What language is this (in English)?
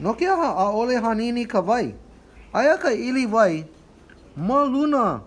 Hawaiian